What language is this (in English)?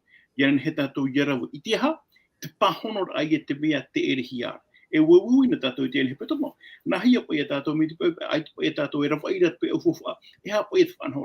Tahitian